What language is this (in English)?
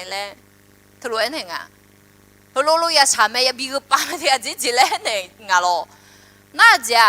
Akha